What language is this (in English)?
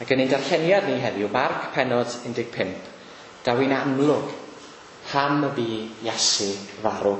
Welsh